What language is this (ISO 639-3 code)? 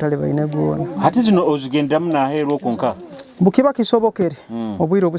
nyo